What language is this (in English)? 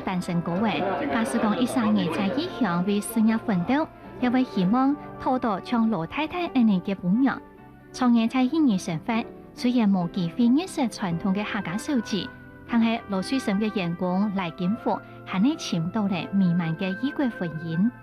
Hakka Chinese